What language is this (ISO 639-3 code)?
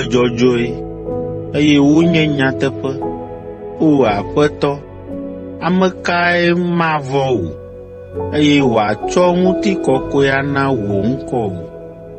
ewe